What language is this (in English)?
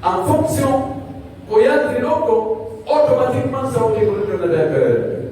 Pular